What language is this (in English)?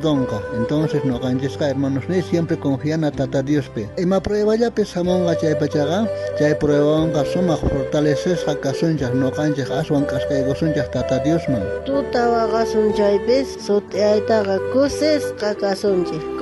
South Bolivian Quechua